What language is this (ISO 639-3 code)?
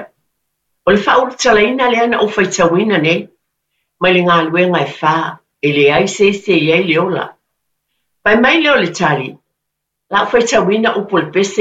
smo